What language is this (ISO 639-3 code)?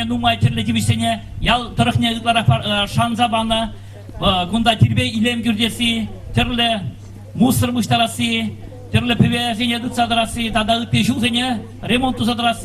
chv